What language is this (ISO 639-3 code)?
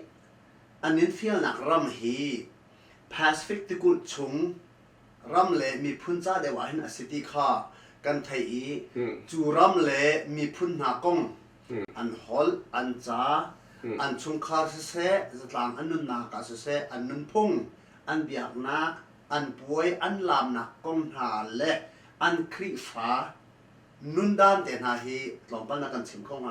cnh